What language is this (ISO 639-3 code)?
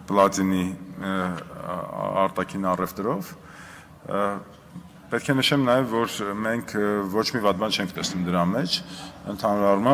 hye